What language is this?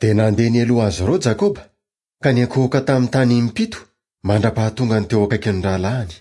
Malagasy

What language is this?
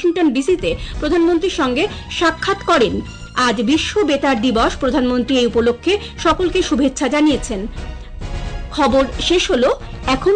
Bangla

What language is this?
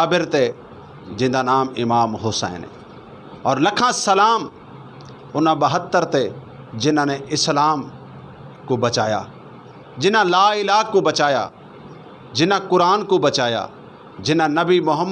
Western Panjabi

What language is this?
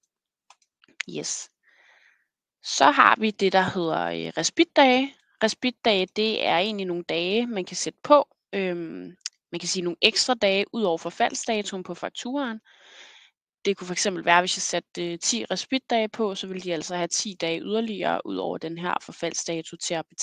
Danish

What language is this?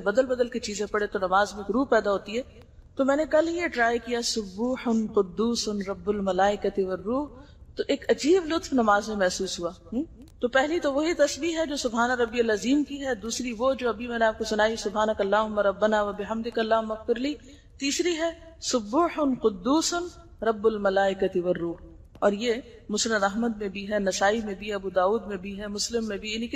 Urdu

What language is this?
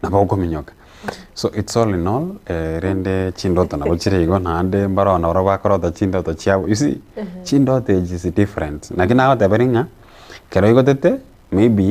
Gusii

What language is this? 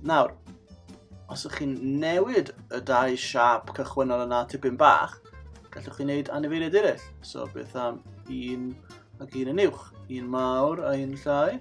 Welsh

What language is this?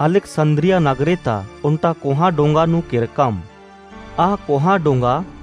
Kurukh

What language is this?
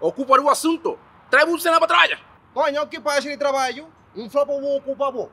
Kabuverdianu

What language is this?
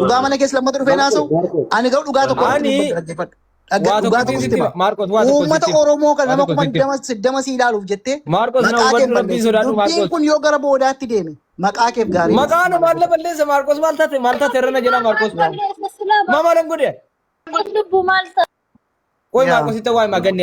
Oromo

